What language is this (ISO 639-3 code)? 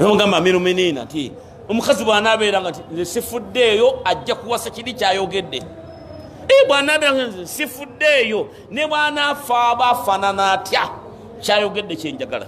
lug